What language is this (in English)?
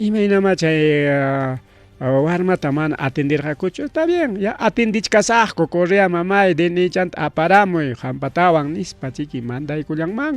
Ayacucho Quechua